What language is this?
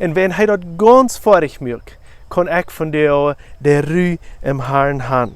Plautdietsch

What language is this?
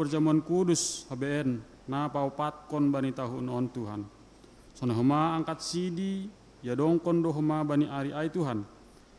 Batak Simalungun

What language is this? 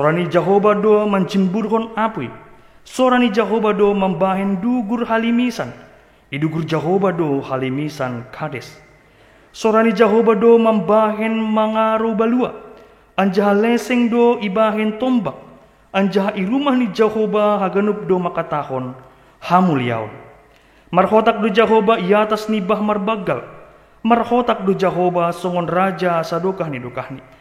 Batak Simalungun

